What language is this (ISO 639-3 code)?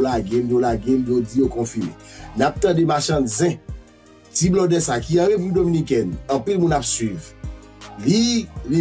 hat